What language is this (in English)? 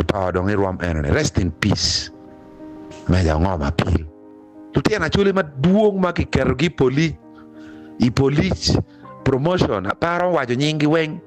Acoli